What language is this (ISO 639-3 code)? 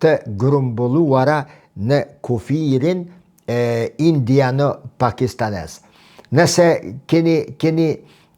sqi